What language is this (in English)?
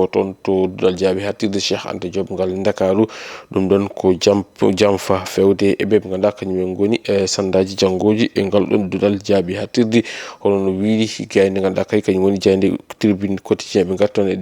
Fula